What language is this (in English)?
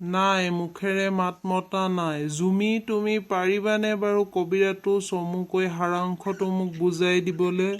Assamese